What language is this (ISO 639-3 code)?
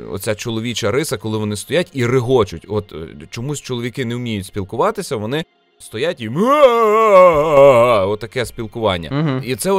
ukr